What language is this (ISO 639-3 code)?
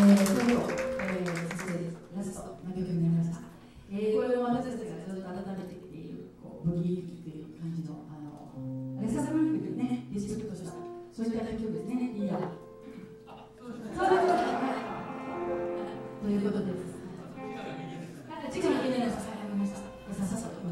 jpn